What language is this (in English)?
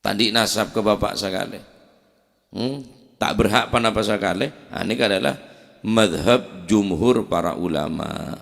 Madurese